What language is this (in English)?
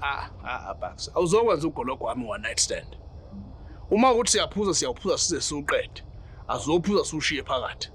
Zulu